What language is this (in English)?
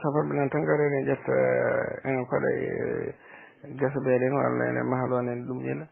Fula